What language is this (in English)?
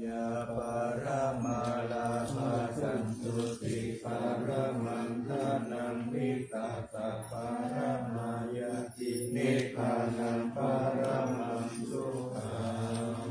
Pali